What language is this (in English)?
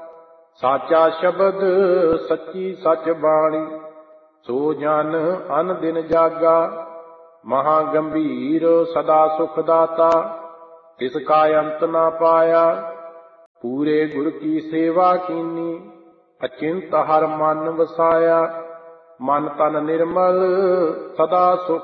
Punjabi